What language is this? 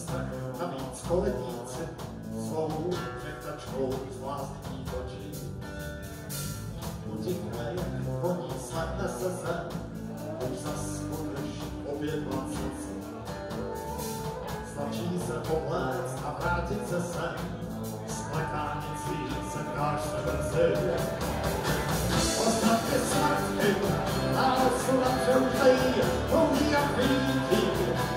Czech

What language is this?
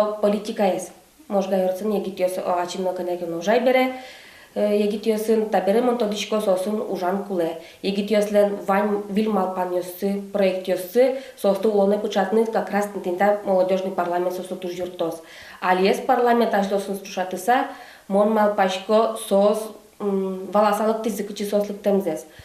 Udmurt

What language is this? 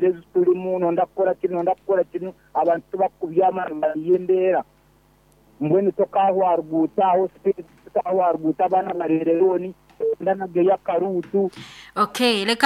Nyoro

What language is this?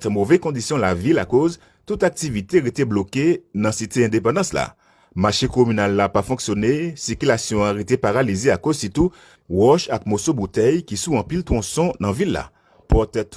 Haitian Creole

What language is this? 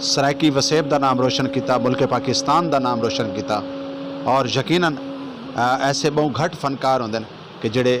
Saraiki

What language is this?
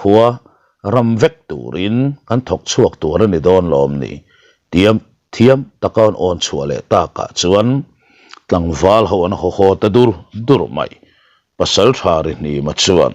Mizo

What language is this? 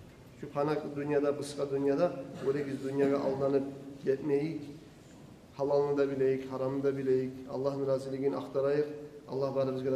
Kumyk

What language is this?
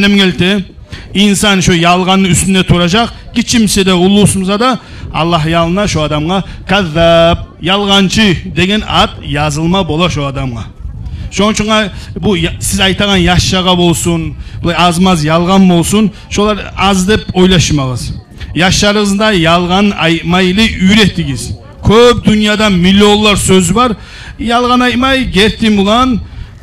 Kumyk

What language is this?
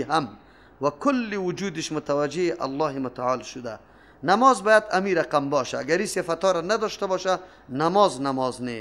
Persian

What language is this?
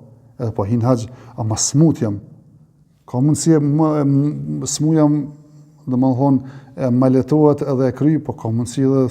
Albanian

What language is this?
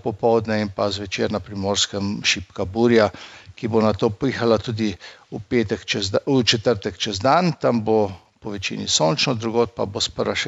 Slovenian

